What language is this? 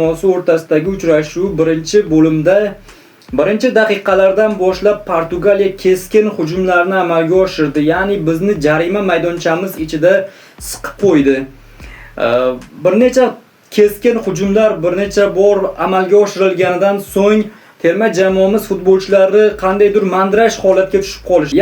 Uzbek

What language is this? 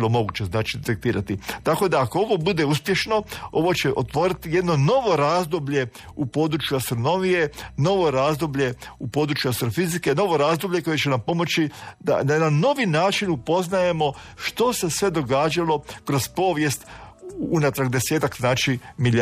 Croatian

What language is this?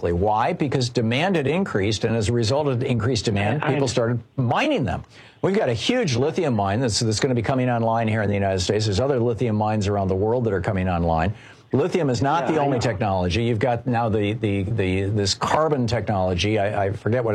English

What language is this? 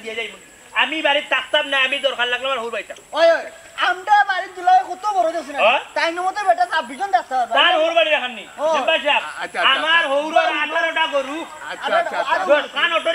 Sylheti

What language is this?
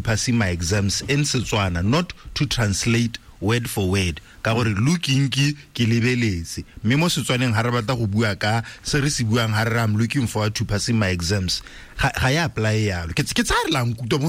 Tswana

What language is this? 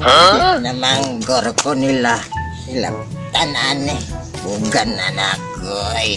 Cebuano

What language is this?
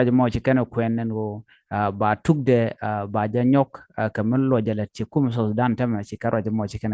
Nuer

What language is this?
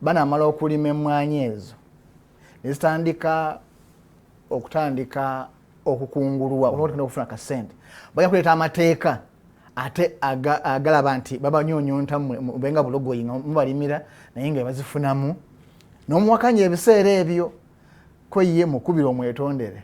Ganda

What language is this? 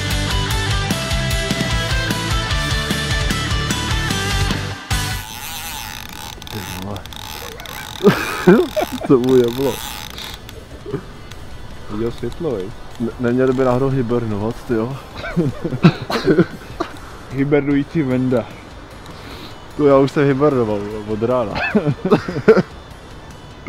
Czech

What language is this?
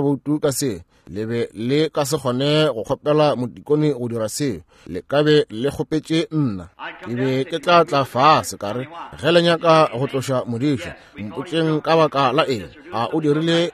Northern Sotho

